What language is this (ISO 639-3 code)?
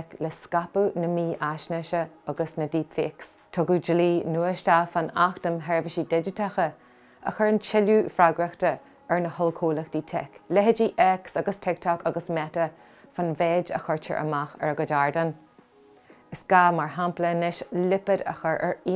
gle